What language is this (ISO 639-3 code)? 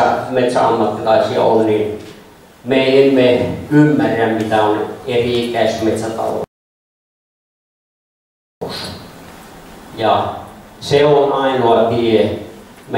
fin